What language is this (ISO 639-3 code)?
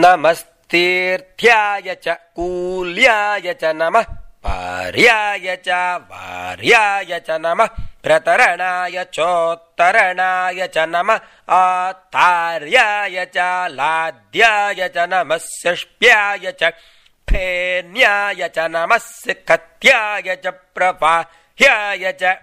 san